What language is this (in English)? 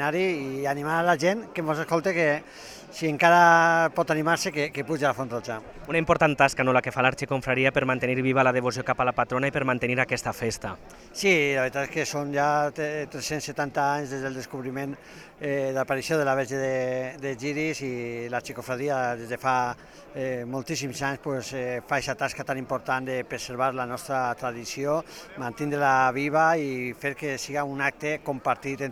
Catalan